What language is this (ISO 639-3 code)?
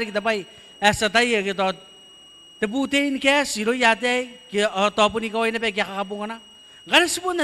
gil